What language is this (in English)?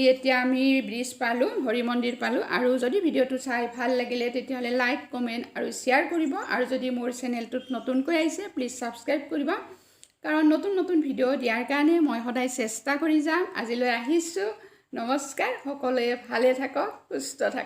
Assamese